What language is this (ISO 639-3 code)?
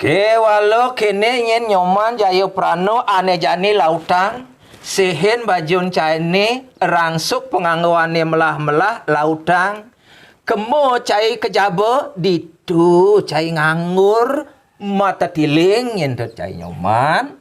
ban